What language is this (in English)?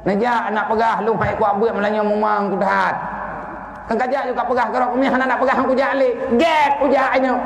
Achinese